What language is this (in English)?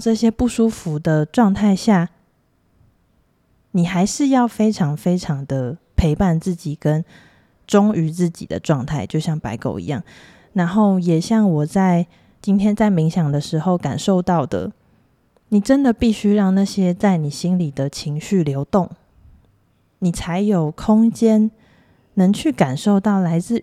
Chinese